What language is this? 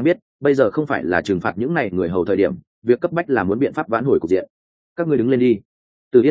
Vietnamese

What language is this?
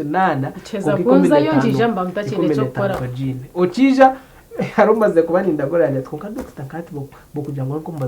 Nyankole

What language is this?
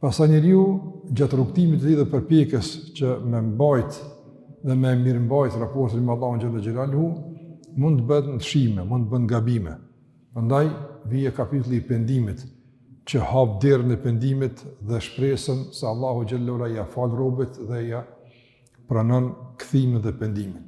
Albanian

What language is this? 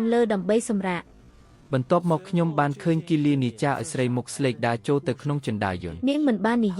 Khmer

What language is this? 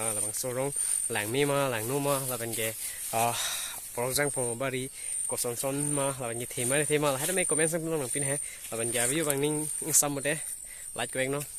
Karbi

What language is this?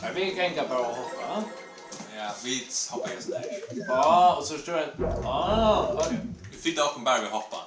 Faroese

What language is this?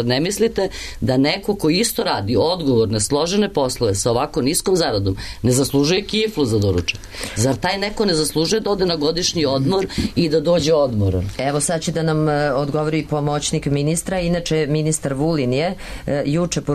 Serbian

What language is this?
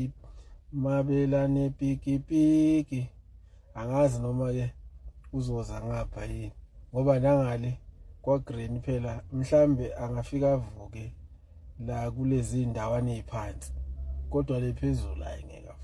Zulu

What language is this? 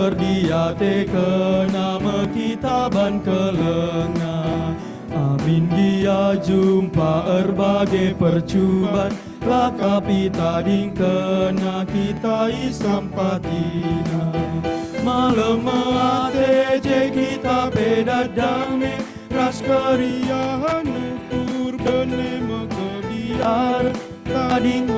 Batak Karo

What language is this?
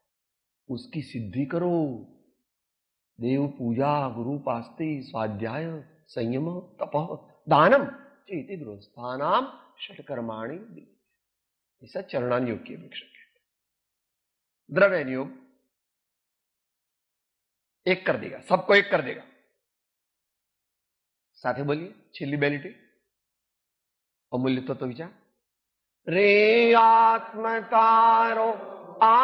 Gujarati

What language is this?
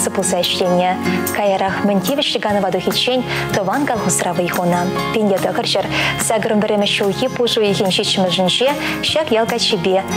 Chuvash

